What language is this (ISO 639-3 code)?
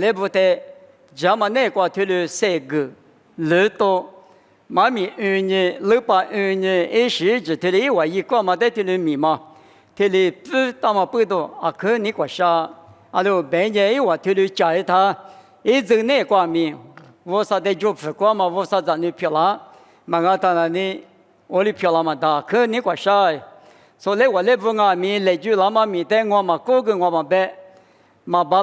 lis